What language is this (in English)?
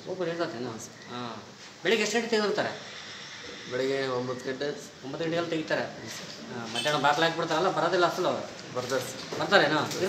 Kannada